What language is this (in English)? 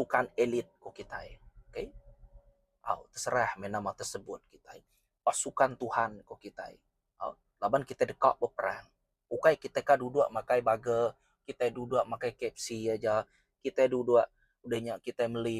Iban